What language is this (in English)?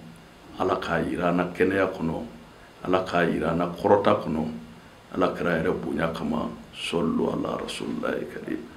Bambara